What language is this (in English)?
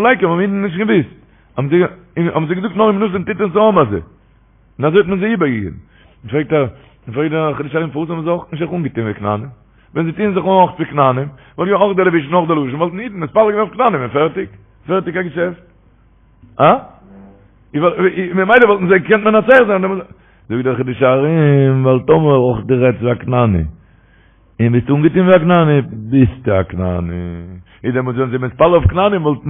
Yiddish